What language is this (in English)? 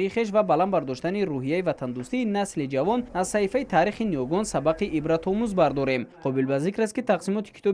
Tajik